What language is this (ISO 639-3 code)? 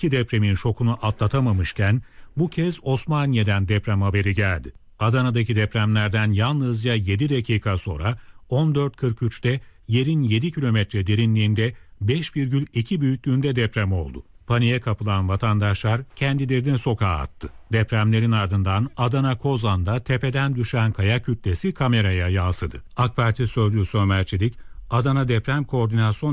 tur